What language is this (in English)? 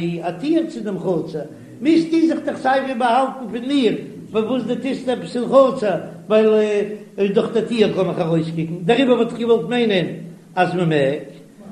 Yiddish